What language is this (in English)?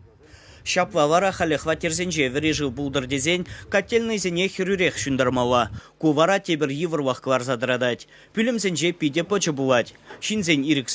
Chuvash